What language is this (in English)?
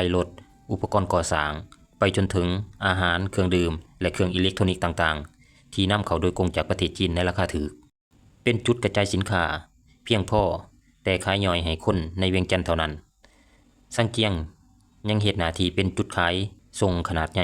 Lao